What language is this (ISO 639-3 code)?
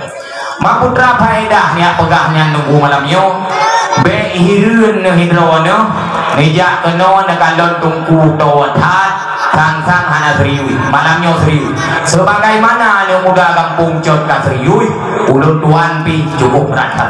ace